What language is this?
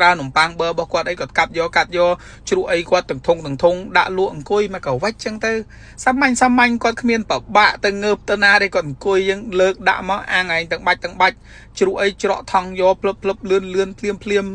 Khmer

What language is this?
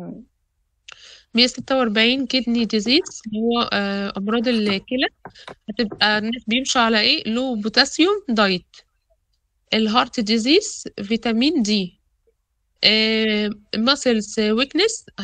Egyptian Arabic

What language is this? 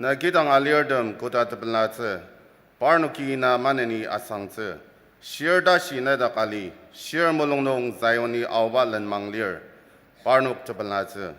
Ao Naga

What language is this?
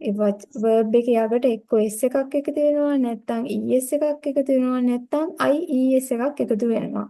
Sinhala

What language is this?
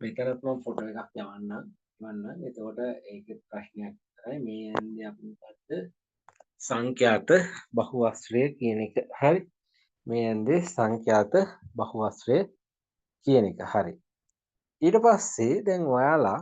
Sinhala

